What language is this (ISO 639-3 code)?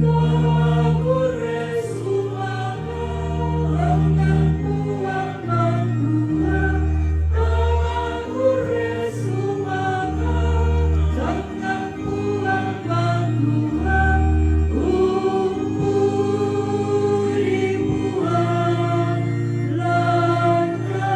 sda